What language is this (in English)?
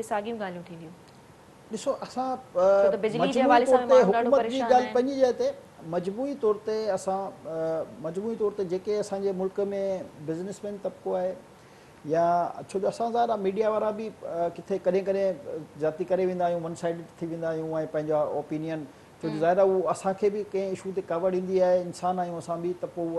Sindhi